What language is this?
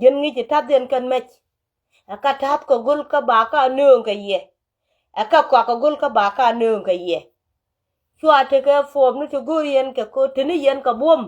Nuer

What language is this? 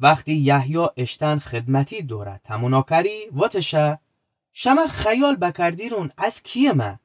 Gilaki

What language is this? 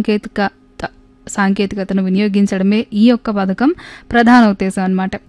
Telugu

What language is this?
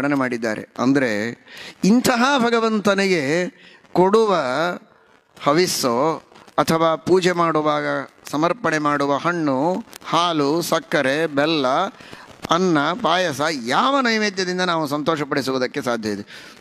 Kannada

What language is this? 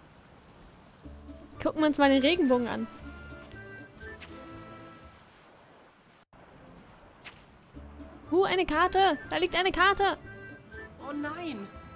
German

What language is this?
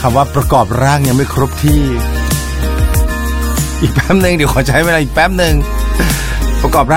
Thai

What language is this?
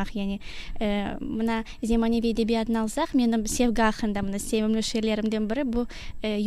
Crimean Tatar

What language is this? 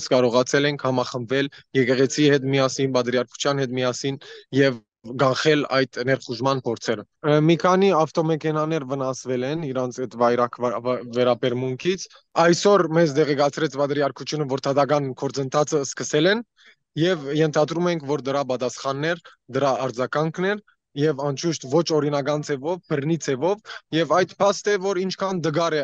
Armenian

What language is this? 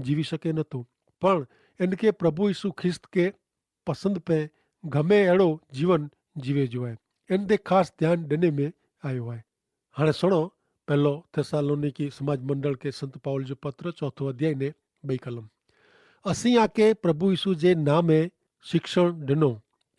Kachhi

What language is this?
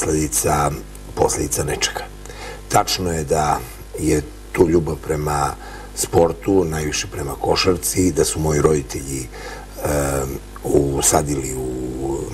Serbian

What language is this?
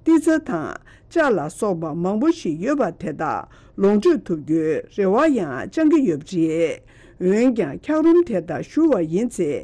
Tibetan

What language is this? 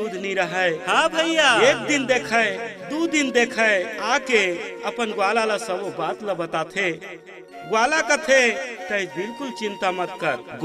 Chhattisgarhi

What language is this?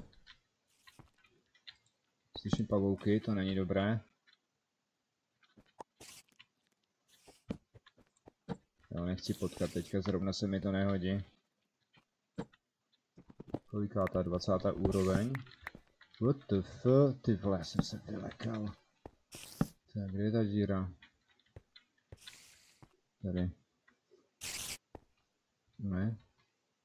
Czech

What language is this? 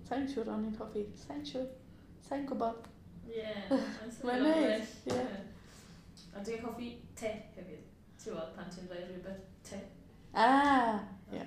Welsh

